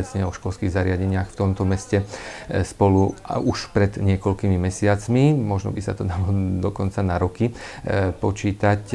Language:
Slovak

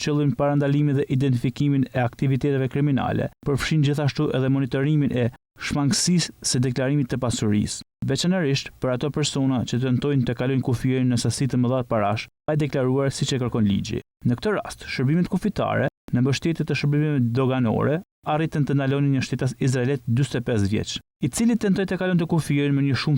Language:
Albanian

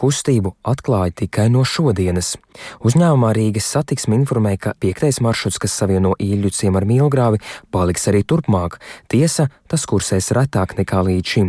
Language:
Latvian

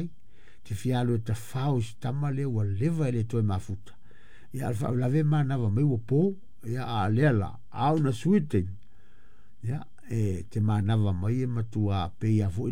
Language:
Samoan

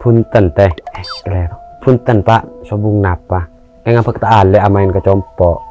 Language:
Madurese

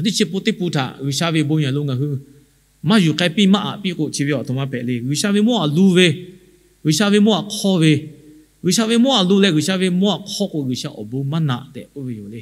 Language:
Lahu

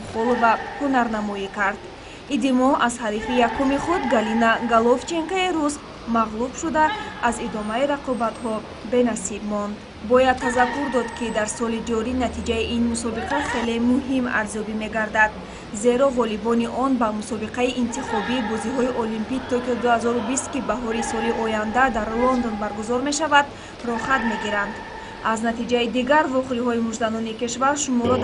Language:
Tajik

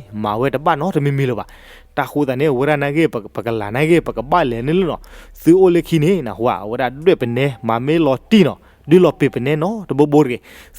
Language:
S'gaw Karen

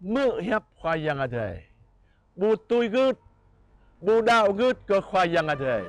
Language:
Jarai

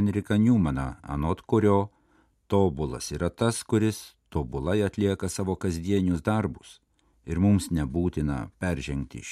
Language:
Lithuanian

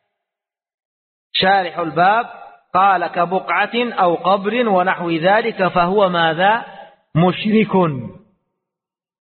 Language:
Arabic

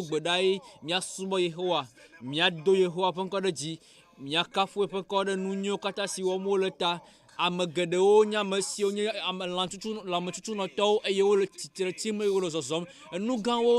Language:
Ewe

